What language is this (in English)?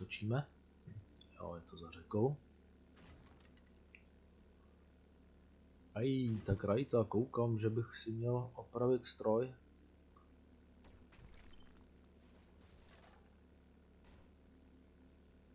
Czech